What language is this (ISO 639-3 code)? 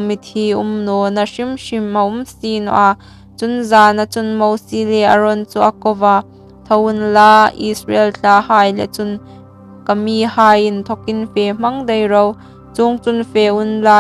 hmr